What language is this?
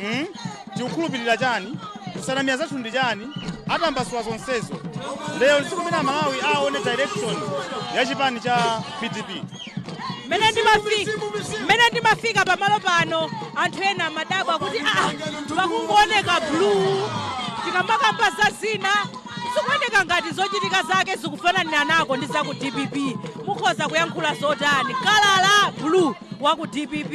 Nyanja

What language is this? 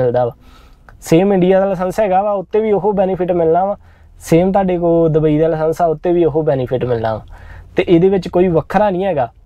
Punjabi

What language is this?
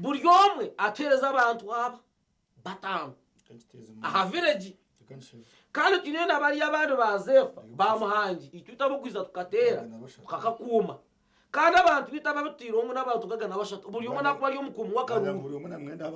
Nyankole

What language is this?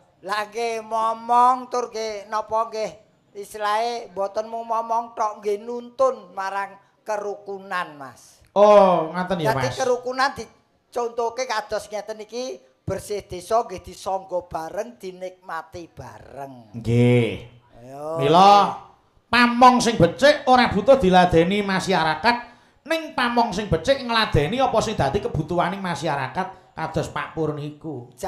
Javanese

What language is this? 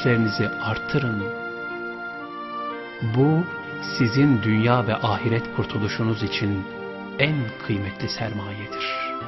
Turkish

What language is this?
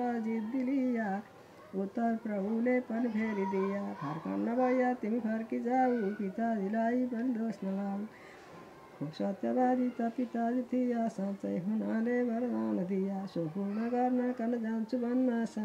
Nepali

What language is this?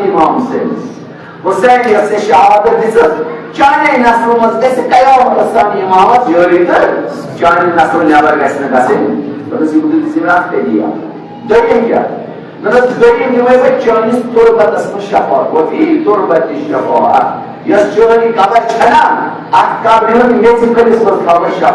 Kashmiri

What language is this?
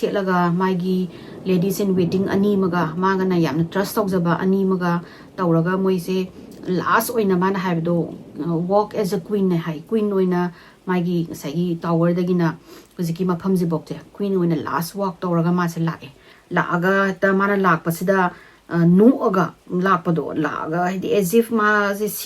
Manipuri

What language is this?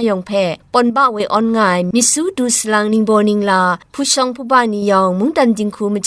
Kachin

